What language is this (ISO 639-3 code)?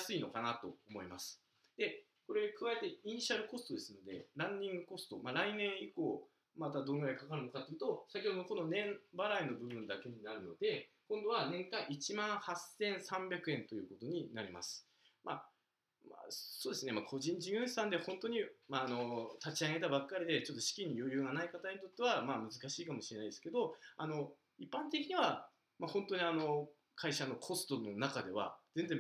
jpn